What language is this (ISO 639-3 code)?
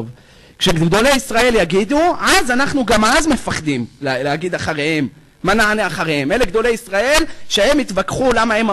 heb